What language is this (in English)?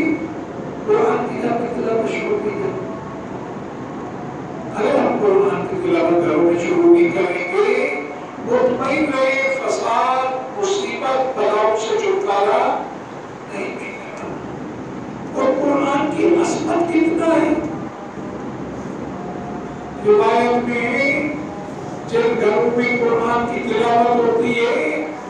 Urdu